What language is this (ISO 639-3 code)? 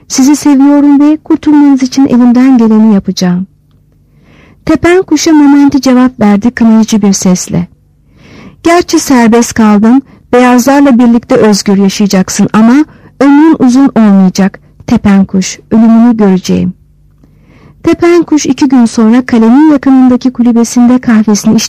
tur